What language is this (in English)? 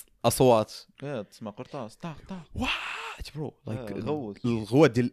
Moroccan Arabic